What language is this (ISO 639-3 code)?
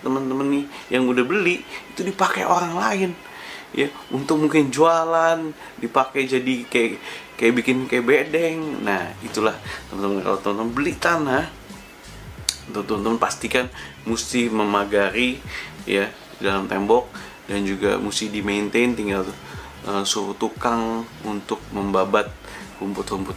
ind